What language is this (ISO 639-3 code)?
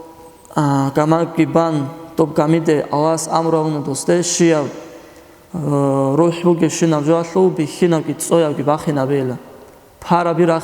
ava